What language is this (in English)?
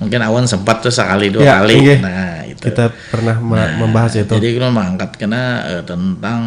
Banjar